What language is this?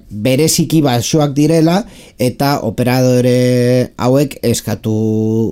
Basque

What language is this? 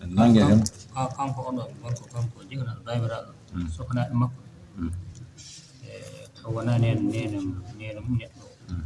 Fula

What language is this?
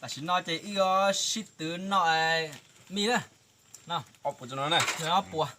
Hmong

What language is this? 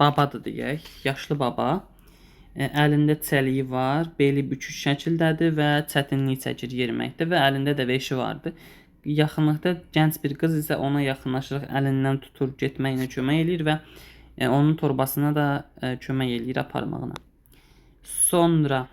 Azerbaijani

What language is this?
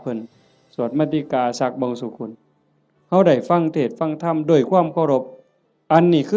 Northeastern Thai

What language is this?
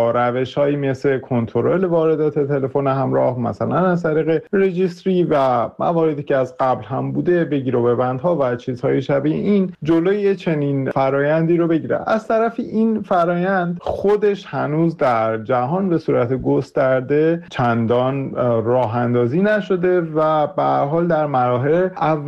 Persian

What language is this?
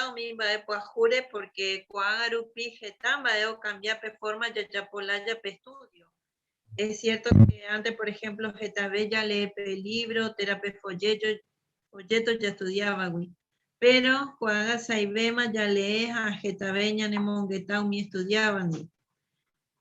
Guarani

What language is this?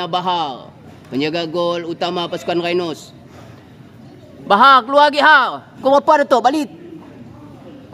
Malay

